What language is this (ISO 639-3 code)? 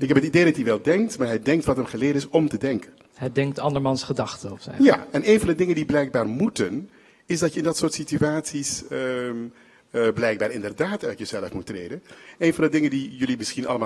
nld